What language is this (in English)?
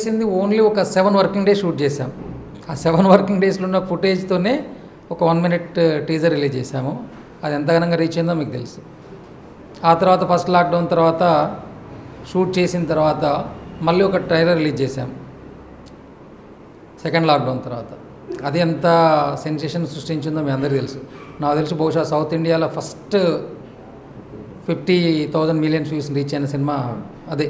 Telugu